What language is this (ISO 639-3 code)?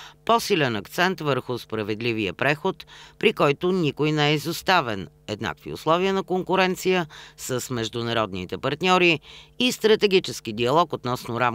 bul